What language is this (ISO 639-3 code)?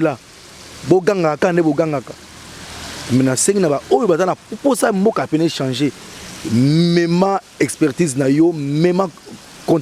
lin